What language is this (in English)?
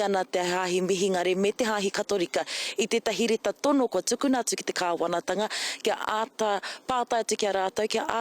Māori